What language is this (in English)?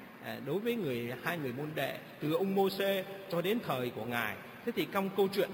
Vietnamese